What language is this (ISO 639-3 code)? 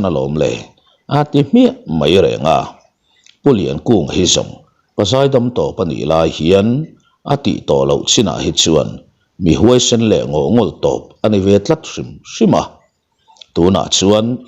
lus